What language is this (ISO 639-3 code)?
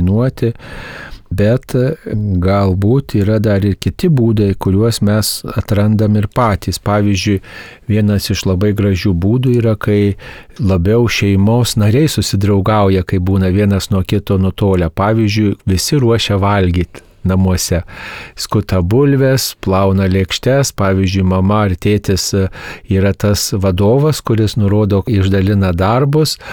lit